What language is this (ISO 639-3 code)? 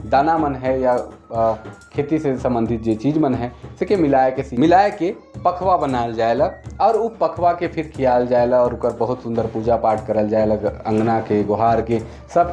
sck